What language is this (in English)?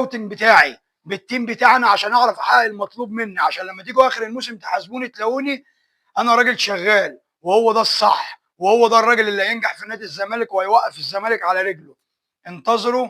Egyptian Arabic